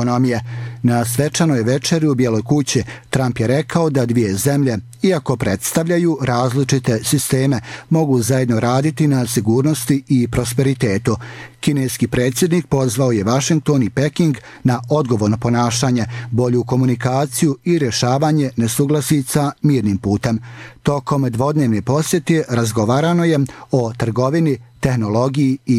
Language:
Bosnian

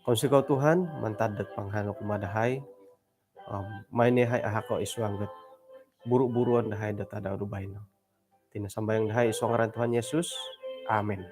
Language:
Central Dusun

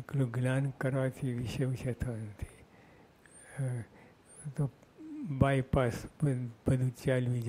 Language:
Gujarati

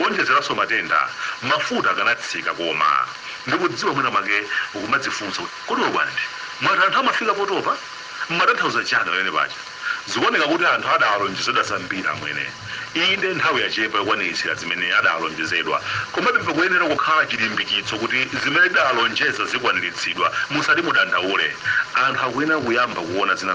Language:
Nyanja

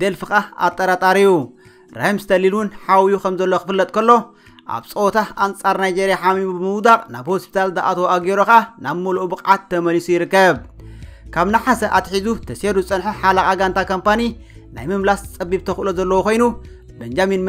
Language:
Tigrinya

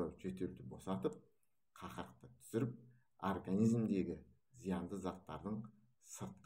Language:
Kazakh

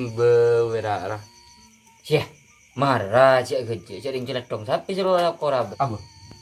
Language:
Madurese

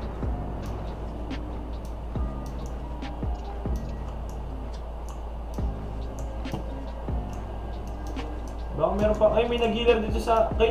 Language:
Filipino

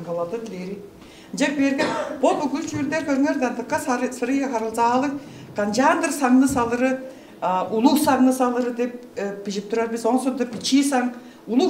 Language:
Tuvinian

